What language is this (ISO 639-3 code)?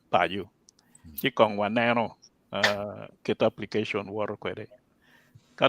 ach